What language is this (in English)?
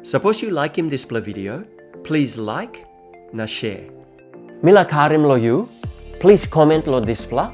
Tok Pisin